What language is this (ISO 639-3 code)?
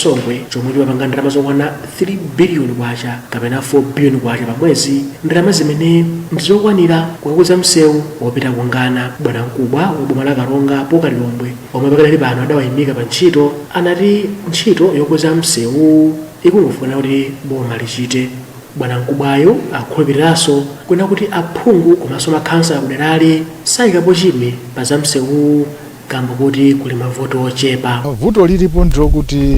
nya